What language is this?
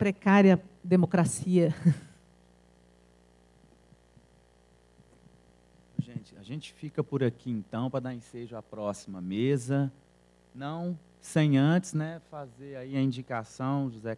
Portuguese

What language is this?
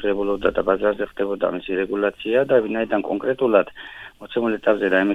Georgian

